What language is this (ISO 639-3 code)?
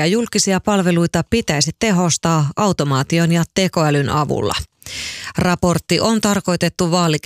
fin